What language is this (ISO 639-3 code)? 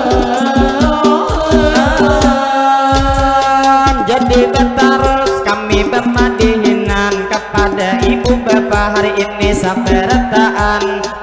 bjn